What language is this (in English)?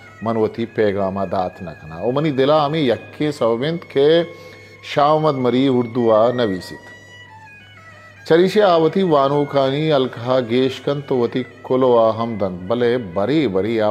Baluchi